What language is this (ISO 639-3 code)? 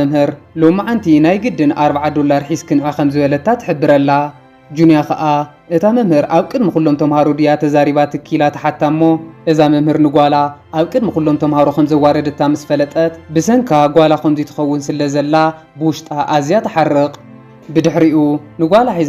tir